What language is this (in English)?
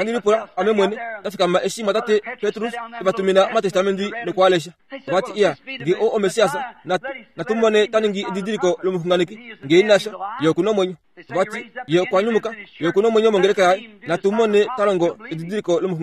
Kuanyama